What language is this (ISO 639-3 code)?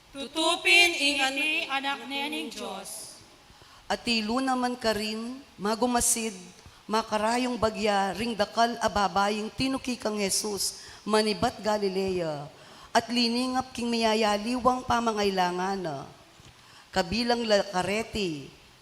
pam